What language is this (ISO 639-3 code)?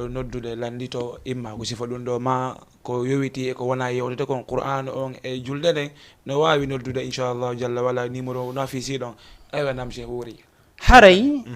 ful